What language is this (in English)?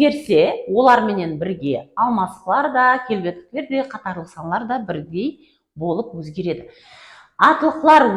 Kara-Kalpak